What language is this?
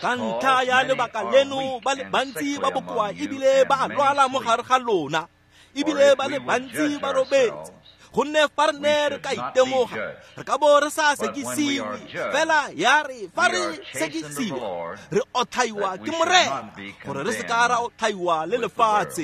Tswana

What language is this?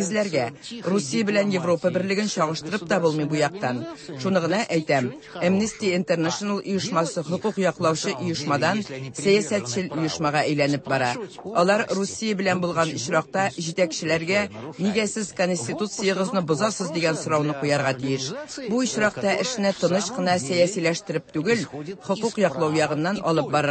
Tatar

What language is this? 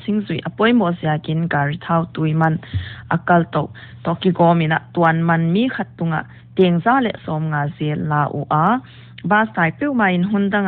Paite Chin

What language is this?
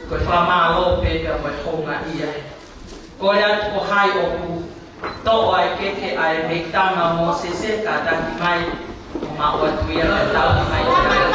Tongan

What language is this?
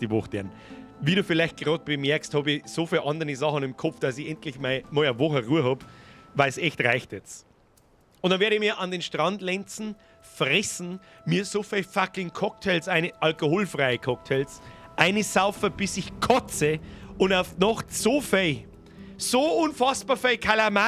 Bavarian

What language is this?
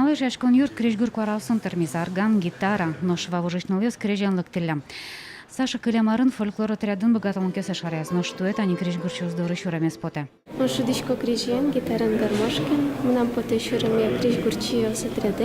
Udmurt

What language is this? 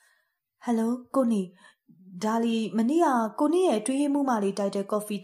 Burmese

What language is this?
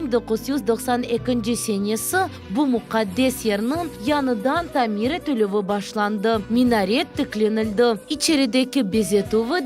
Crimean Tatar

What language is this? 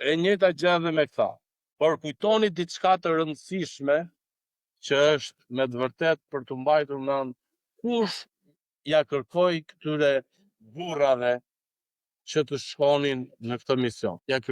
Albanian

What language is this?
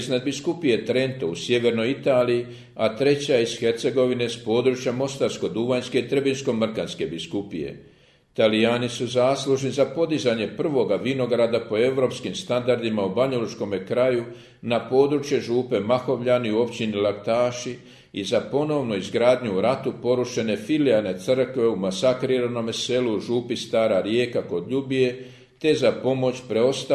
Croatian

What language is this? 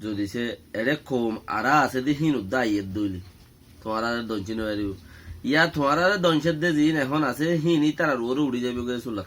Rohingya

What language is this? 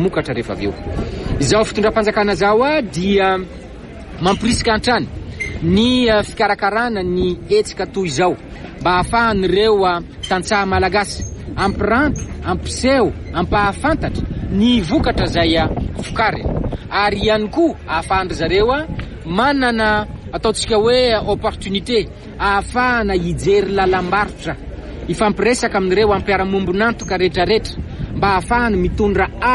Malagasy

